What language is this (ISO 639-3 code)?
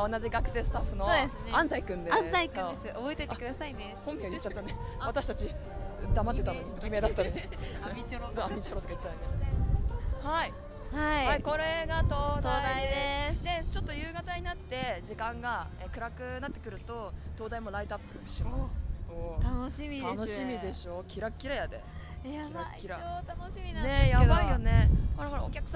jpn